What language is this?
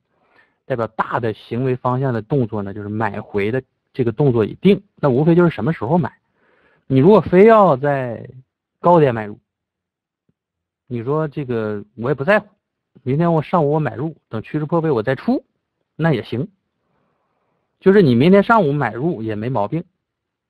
Chinese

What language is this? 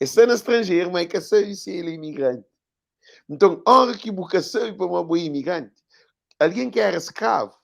Kabuverdianu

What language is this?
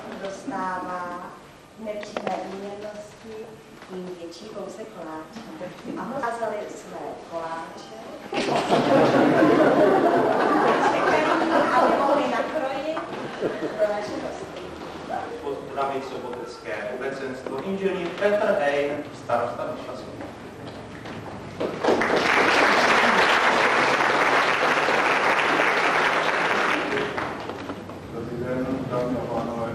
Czech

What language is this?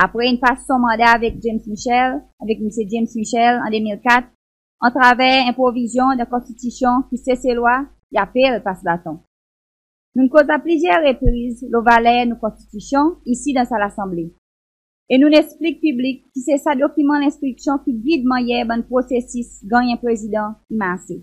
Seselwa Creole French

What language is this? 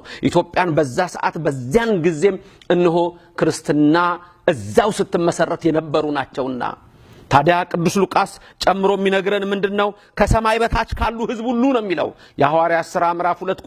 Amharic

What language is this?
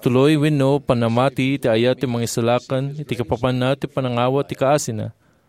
Iloko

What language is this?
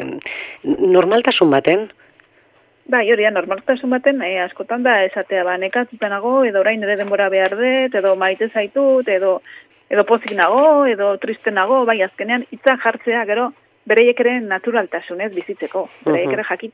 Basque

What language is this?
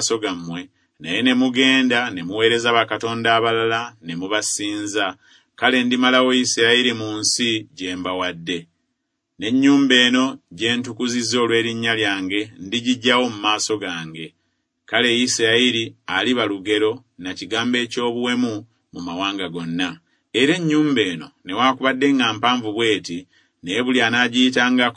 Ganda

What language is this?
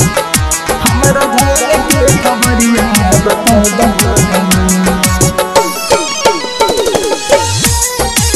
Bhojpuri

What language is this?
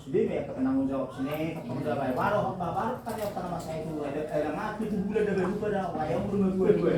Batak Toba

